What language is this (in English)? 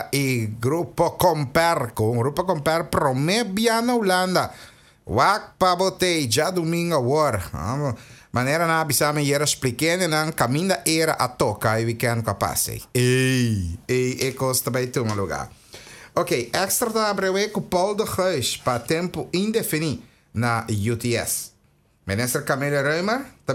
Papiamento